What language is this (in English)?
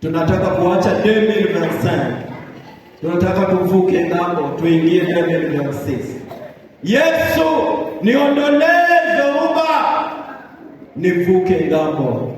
Swahili